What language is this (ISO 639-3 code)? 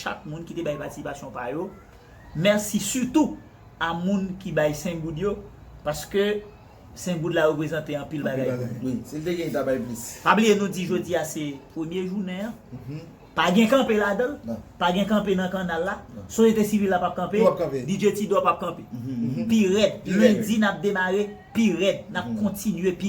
hat